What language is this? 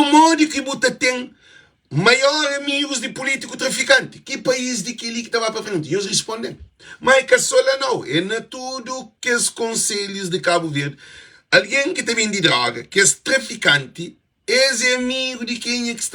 Kabuverdianu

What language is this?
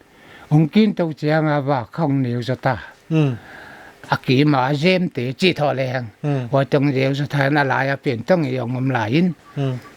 Paite Chin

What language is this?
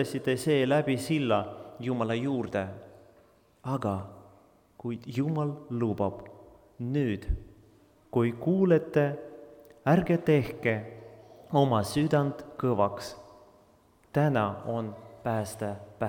Estonian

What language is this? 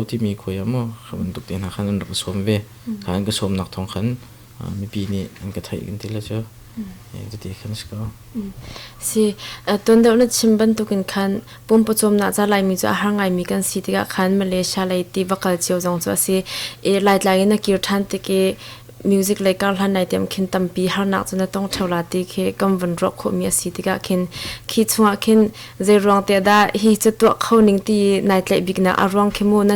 Hakha Chin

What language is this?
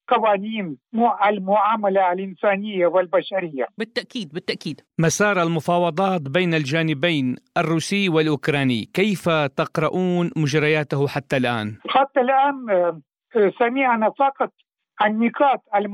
Arabic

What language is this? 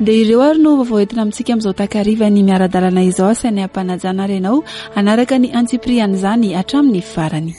Malagasy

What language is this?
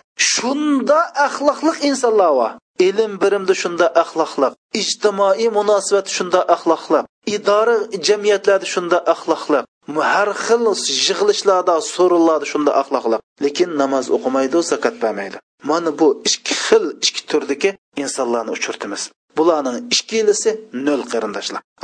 Uyghur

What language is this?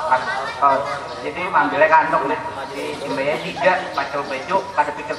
Banjar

